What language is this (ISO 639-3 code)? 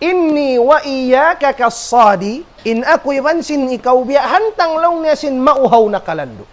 tsg